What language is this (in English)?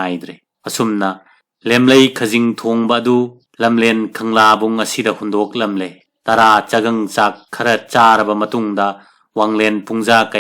Manipuri